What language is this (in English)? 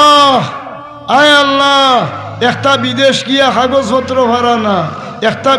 Sylheti